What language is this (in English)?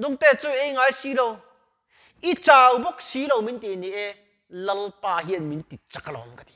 Mizo